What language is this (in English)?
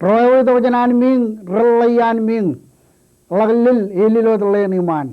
Marshallese